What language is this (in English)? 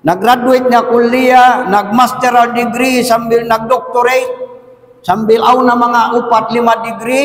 Tausug